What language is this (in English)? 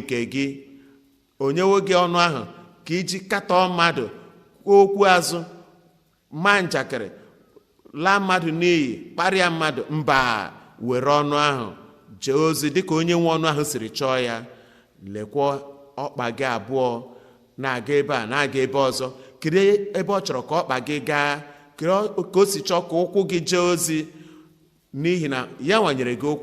Igbo